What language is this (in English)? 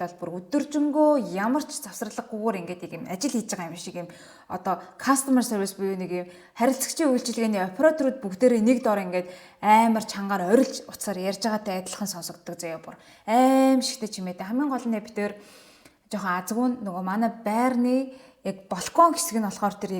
Mongolian